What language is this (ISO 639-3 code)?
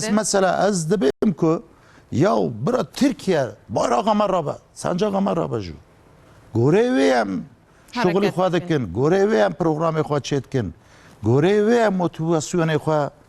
kur